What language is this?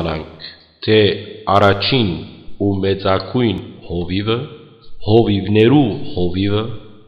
Western Armenian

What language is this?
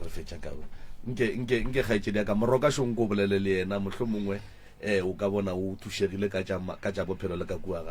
Northern Sotho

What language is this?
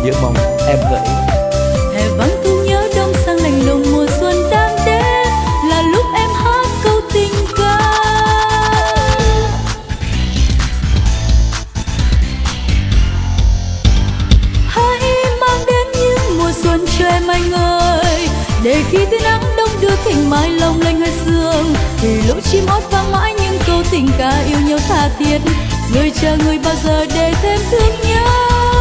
Vietnamese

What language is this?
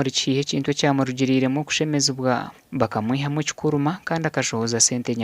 Nyankole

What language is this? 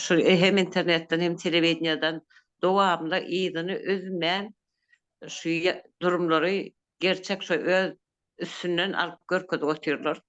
Turkmen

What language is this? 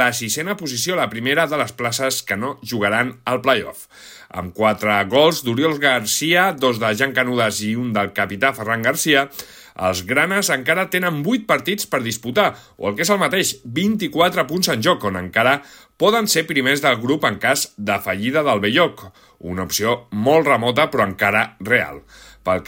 Catalan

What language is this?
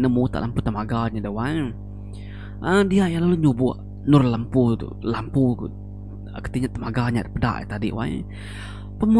Iban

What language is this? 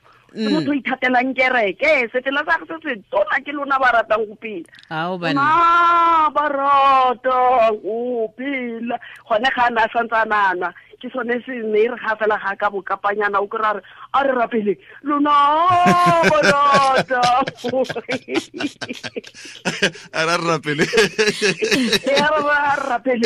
Tswana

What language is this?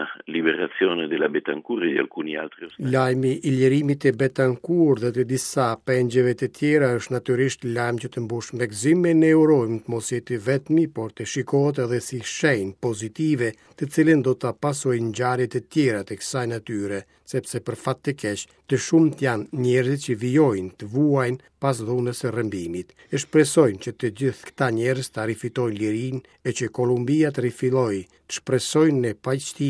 Albanian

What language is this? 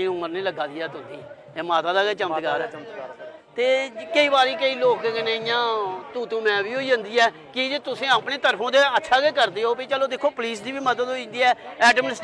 Dogri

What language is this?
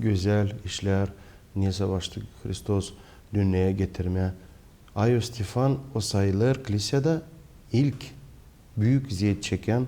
Gagauz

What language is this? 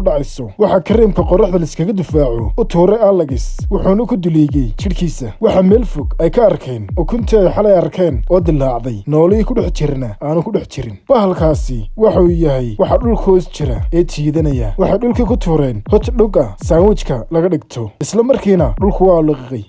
Somali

